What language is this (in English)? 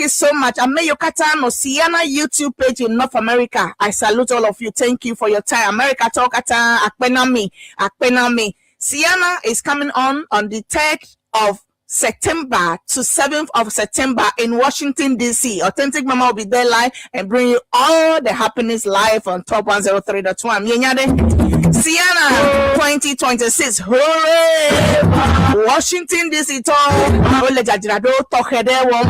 Ewe